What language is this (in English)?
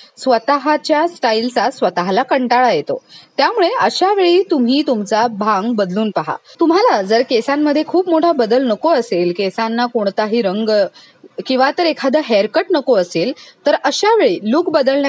Marathi